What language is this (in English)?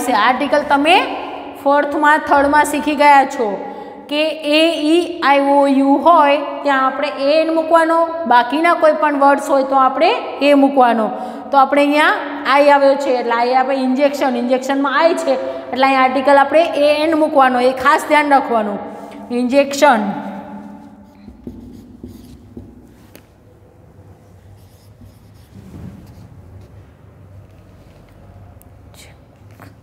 Gujarati